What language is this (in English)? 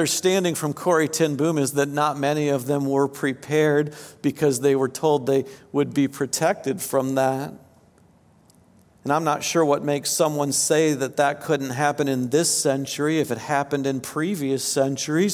English